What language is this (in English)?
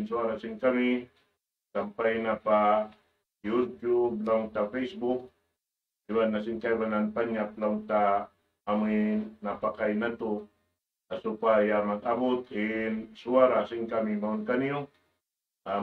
Tausug